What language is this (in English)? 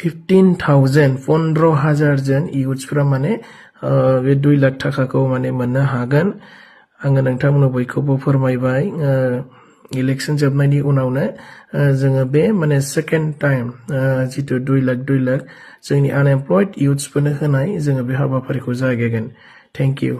Bodo